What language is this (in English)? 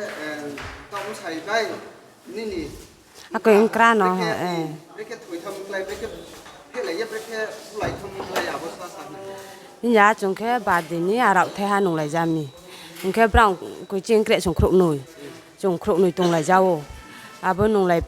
Riang (India)